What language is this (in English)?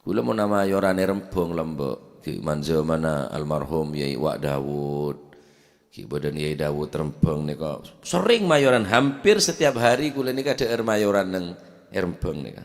Madurese